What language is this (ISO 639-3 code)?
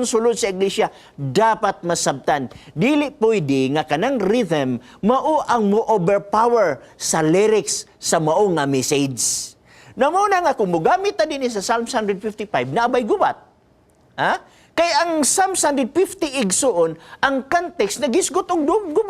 ceb